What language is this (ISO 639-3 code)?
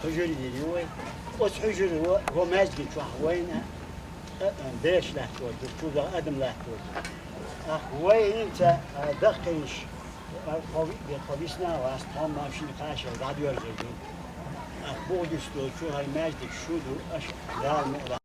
che